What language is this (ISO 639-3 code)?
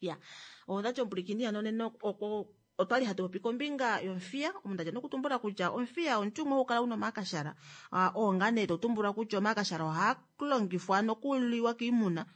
kua